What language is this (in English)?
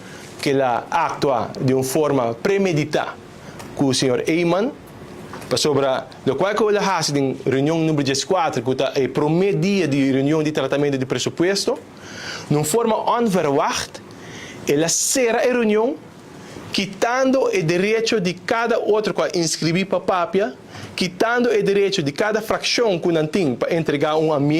Papiamento